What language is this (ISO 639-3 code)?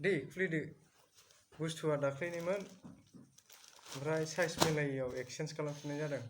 brx